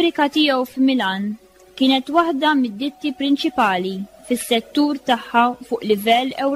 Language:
Maltese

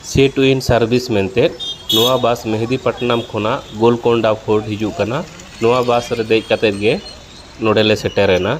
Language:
Santali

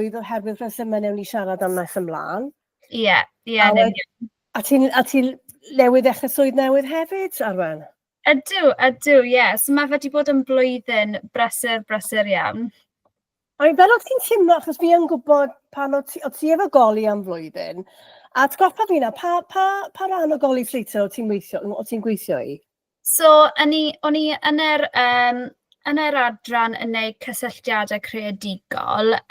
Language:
Welsh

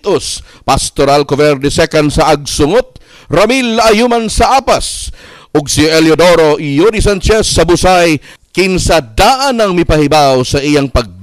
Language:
Cebuano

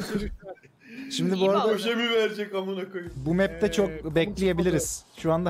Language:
Turkish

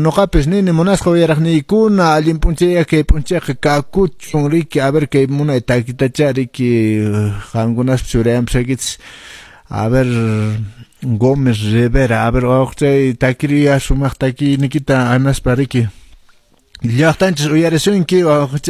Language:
Quechua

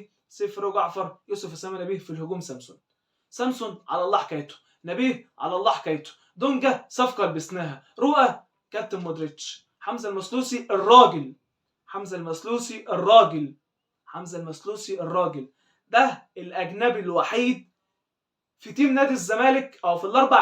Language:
Egyptian Arabic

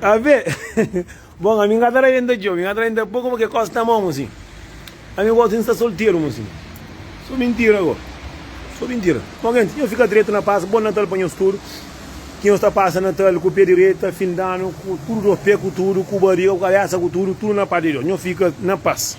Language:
Kabuverdianu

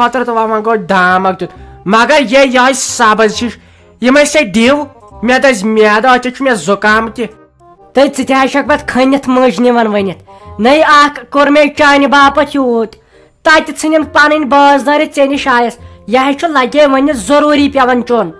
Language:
Kashmiri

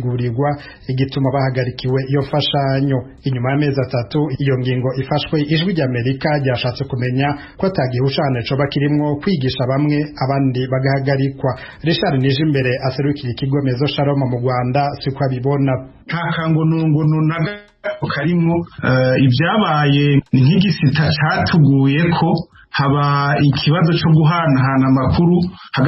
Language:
Rundi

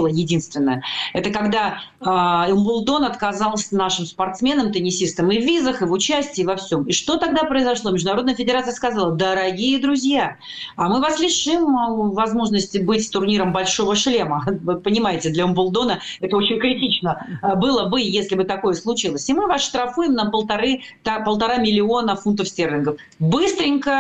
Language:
Russian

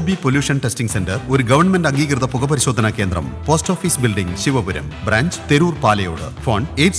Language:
Malayalam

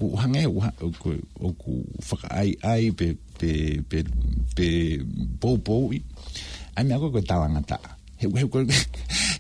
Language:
Tongan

